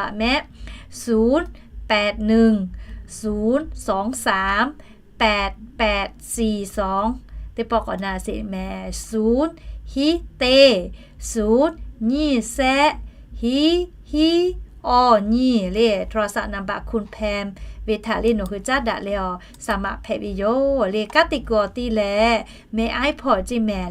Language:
Lahu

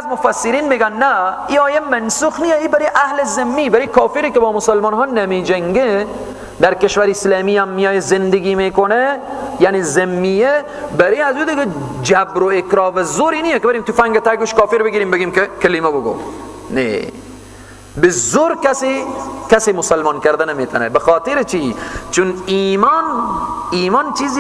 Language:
Persian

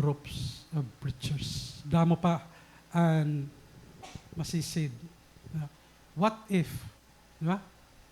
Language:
Waray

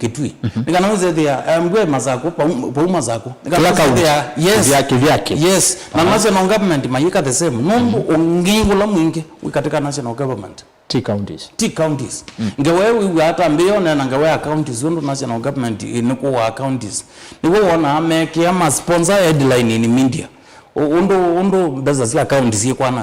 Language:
Kamba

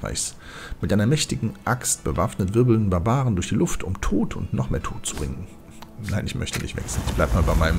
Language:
German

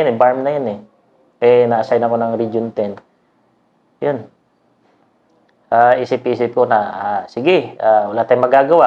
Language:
Filipino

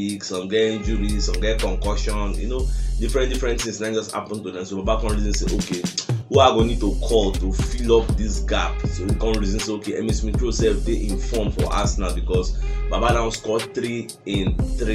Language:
Nigerian Pidgin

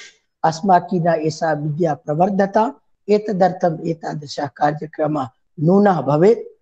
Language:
Sanskrit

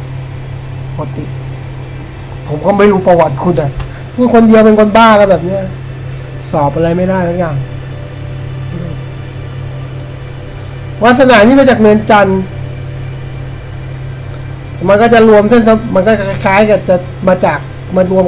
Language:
Thai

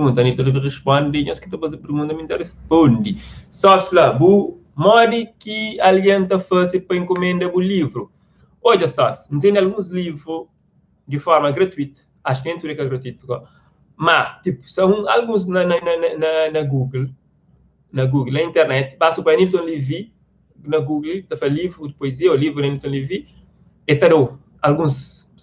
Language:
Kabuverdianu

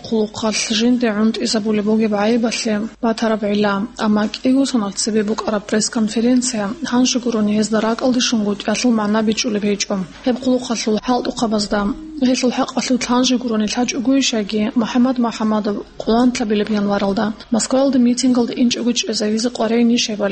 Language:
Avaric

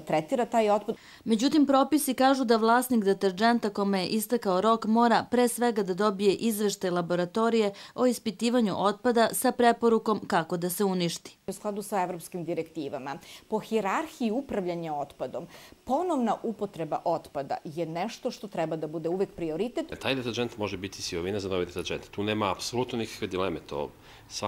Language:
Serbian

